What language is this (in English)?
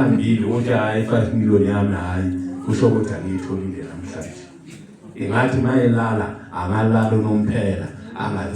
Zulu